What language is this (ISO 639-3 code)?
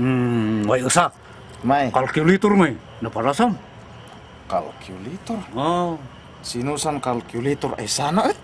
ilo